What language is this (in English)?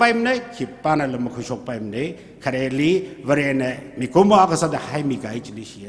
Tangkhul Naga (India)